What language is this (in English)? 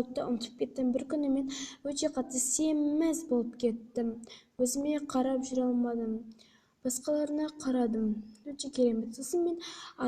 Kazakh